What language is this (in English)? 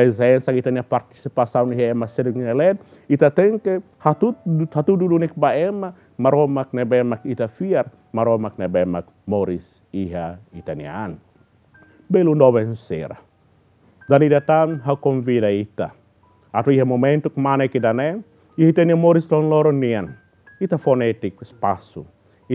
Tetum